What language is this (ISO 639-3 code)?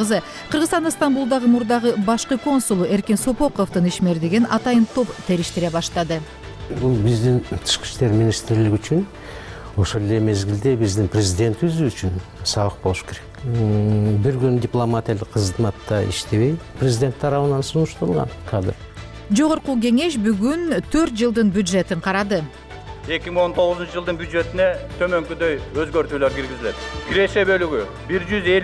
kir